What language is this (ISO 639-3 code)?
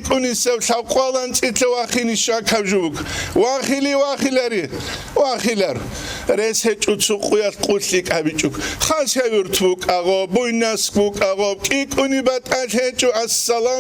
ava